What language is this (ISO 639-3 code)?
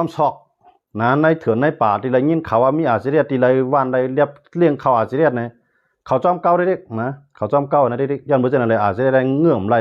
shn